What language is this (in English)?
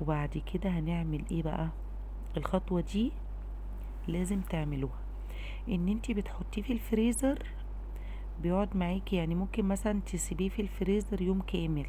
Egyptian Arabic